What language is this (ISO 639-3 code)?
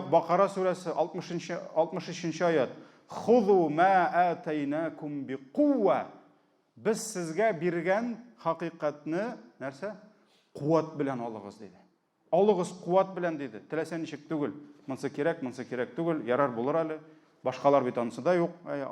tat